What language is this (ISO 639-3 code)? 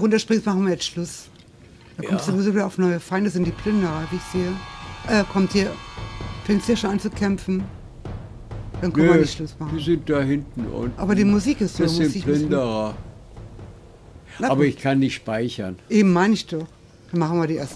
deu